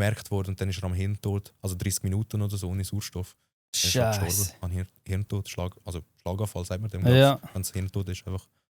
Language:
Swiss German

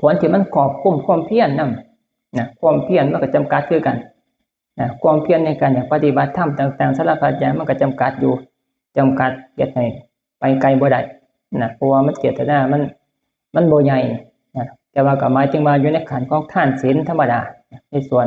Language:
Northeastern Thai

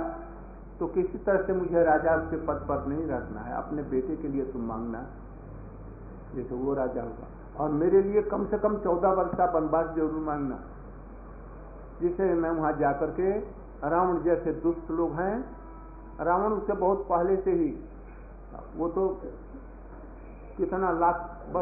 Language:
Hindi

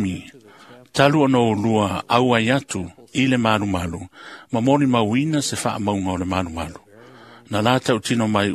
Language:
Samoan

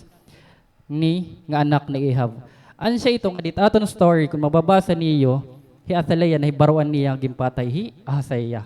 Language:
Waray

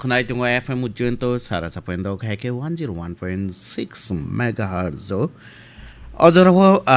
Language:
Kok Borok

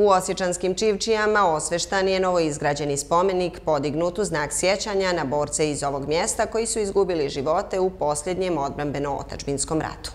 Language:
Bosnian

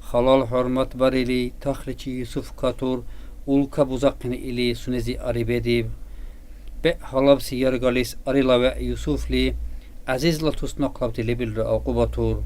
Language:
Dargwa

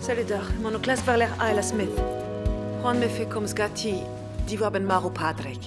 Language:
Breton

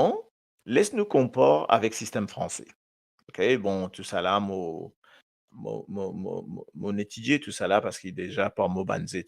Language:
Morisyen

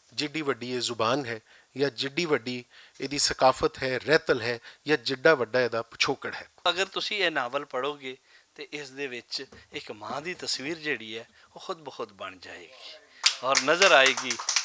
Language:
Western Panjabi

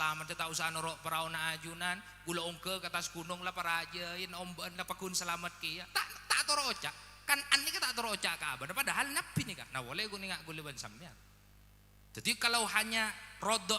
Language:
Madurese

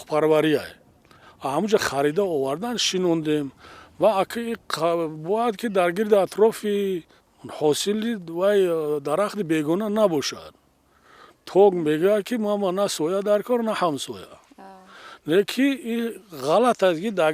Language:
Tajik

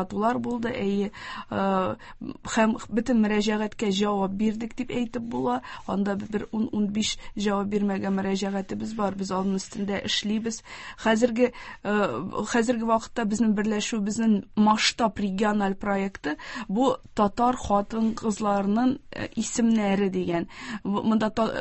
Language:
Tatar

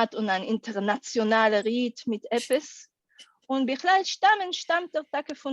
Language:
Yiddish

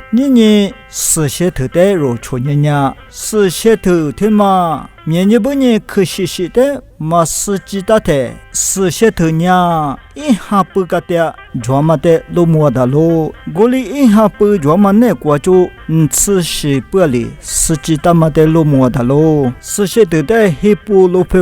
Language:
Lisu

